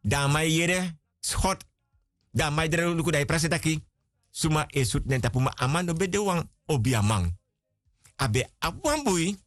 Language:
Sranan Tongo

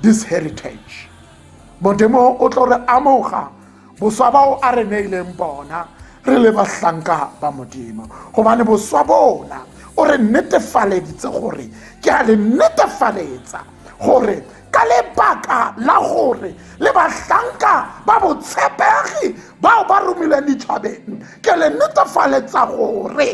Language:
Tswana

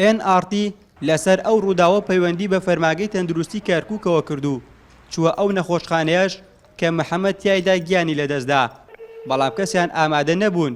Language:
Central Kurdish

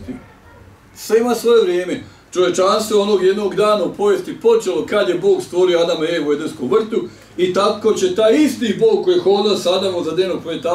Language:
Bosnian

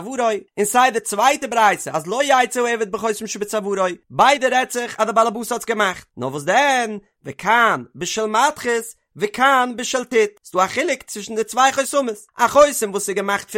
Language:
Yiddish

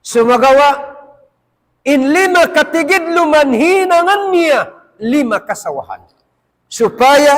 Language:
Tausug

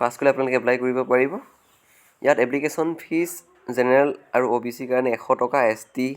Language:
Assamese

